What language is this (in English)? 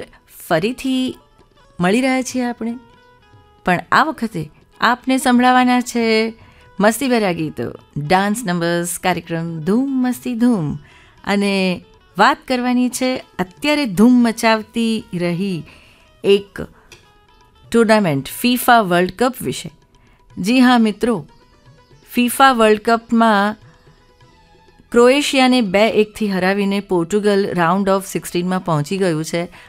Gujarati